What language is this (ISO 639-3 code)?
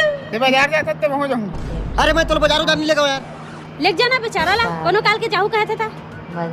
hne